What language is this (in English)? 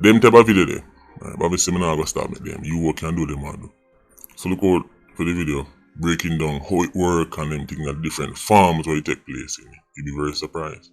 Jamaican Creole English